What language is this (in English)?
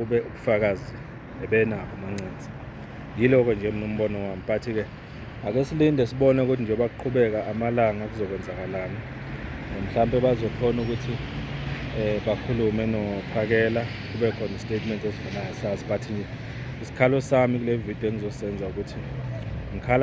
Zulu